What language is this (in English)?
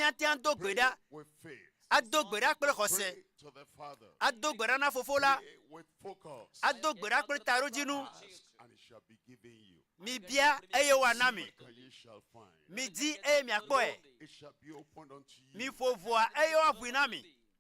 Ewe